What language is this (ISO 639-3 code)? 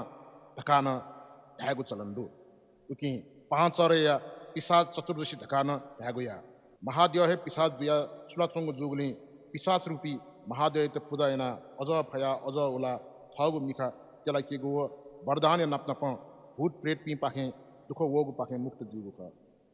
new